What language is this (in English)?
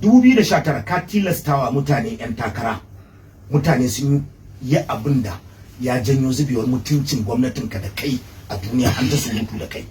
Hausa